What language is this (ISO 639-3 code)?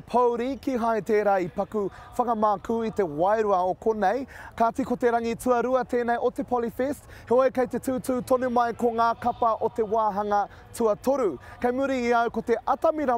mri